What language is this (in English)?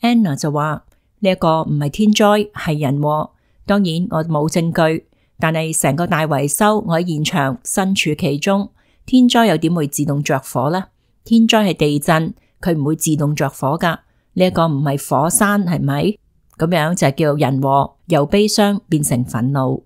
Cantonese